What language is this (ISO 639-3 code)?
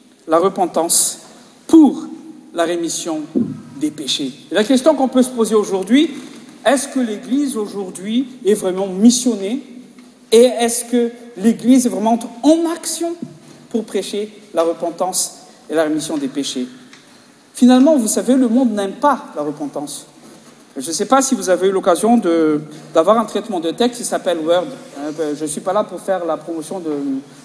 fra